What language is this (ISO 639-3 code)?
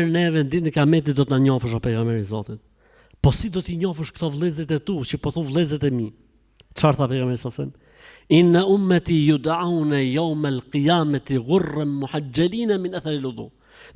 sqi